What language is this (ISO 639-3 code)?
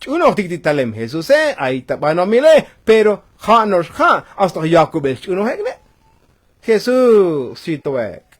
tzo